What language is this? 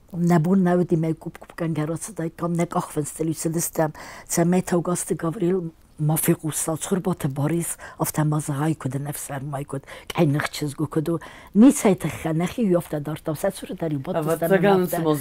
Ossetic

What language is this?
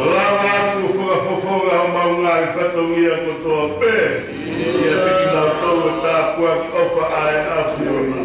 Tongan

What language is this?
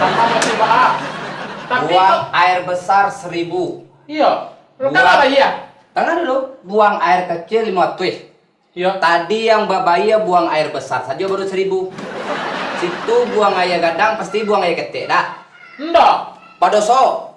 Minangkabau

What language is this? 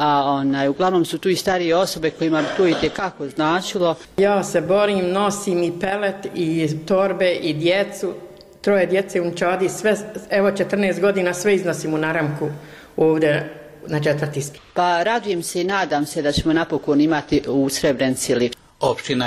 Bosnian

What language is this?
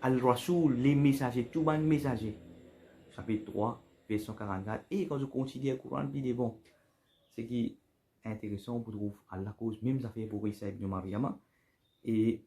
Morisyen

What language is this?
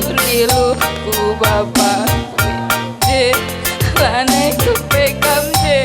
Batak Karo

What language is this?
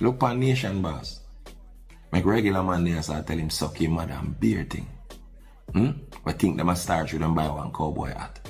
Jamaican Creole English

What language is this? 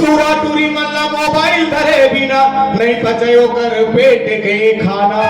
Chhattisgarhi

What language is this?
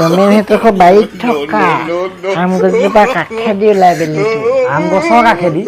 Assamese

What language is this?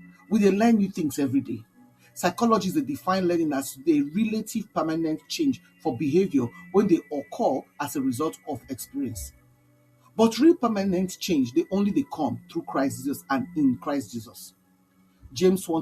Nigerian Pidgin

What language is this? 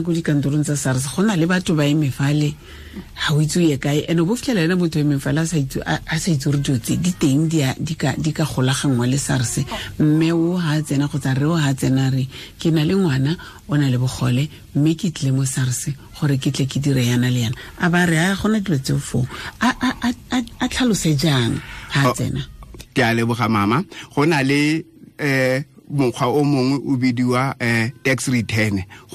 Tswana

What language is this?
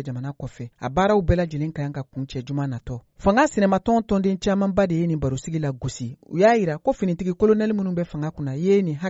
Bambara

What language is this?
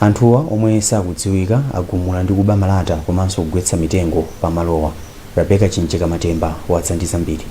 Nyanja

